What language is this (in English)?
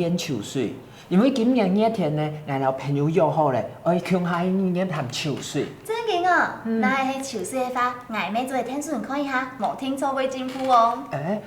Hakka Chinese